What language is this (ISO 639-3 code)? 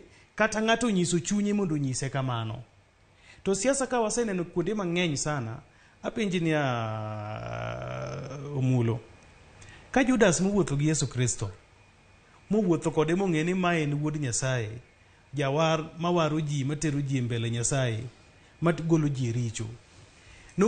luo